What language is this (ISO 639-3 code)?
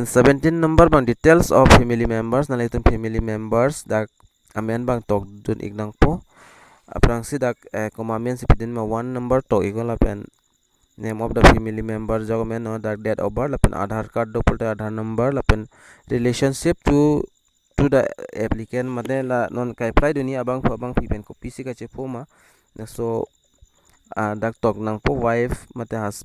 mjw